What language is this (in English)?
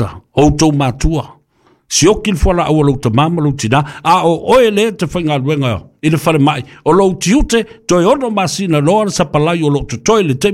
Samoan